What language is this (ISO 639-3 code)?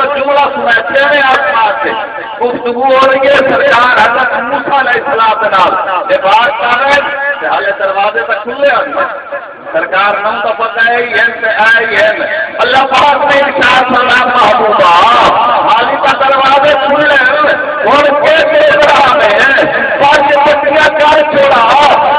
skr